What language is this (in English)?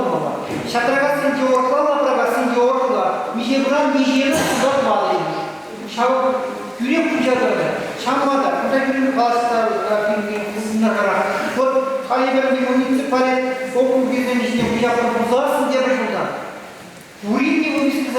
Chuvash